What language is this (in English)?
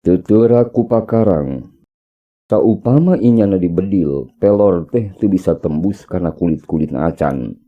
Sundanese